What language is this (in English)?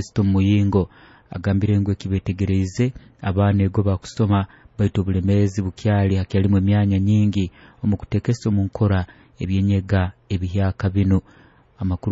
Nyoro